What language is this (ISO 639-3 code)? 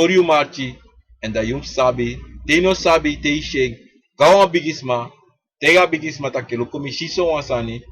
srn